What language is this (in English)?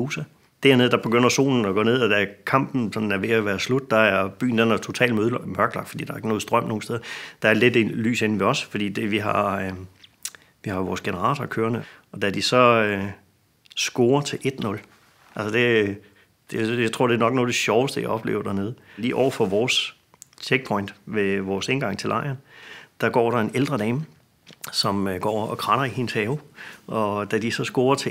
Danish